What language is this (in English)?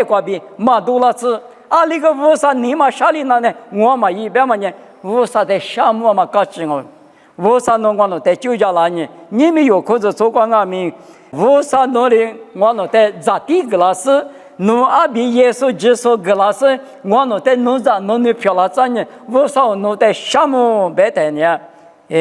Lisu